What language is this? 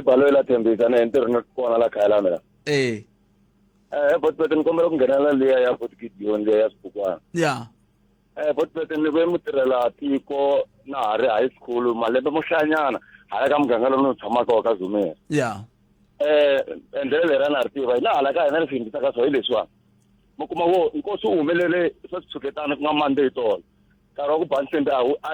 Tsonga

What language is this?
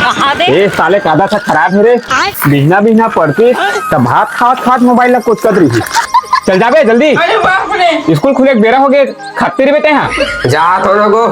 Chhattisgarhi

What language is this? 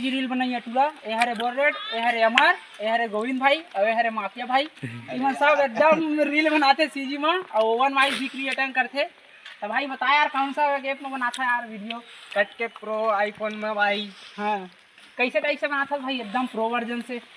Chhattisgarhi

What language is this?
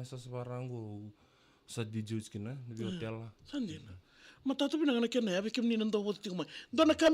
Fijian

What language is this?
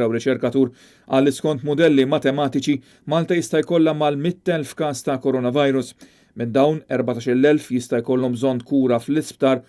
Maltese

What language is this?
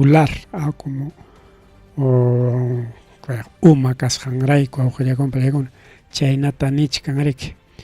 Ayacucho Quechua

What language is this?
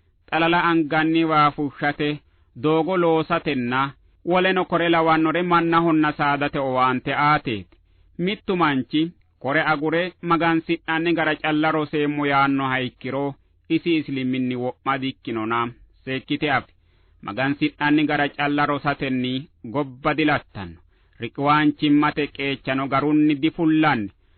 Sidamo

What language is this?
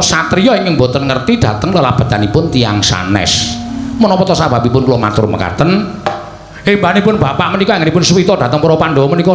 Javanese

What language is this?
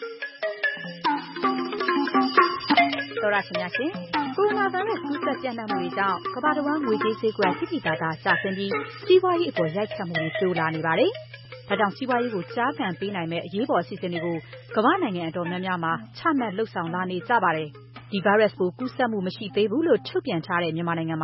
Burmese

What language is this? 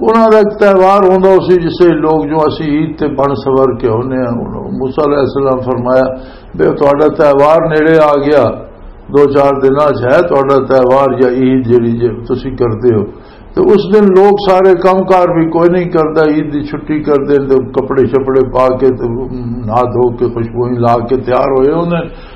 Western Panjabi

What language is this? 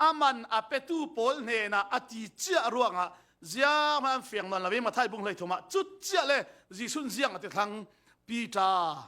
Falam Chin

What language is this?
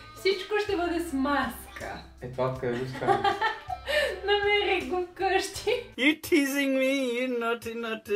Bulgarian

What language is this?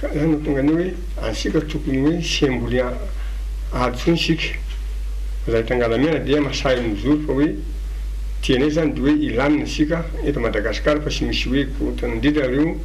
Malagasy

